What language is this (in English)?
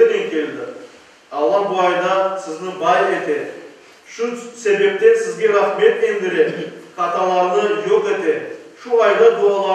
Crimean Tatar